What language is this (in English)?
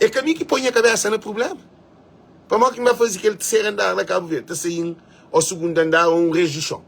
Kabuverdianu